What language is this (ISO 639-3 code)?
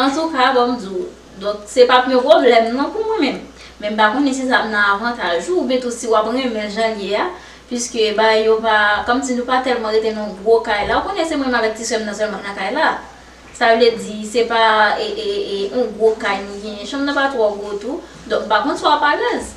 hat